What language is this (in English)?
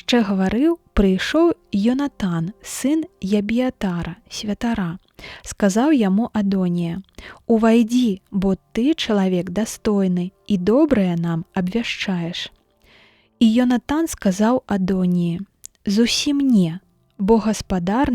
Belarusian